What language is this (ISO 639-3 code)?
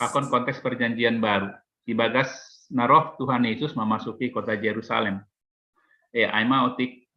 bts